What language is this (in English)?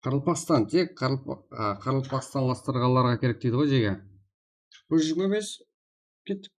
Kara-Kalpak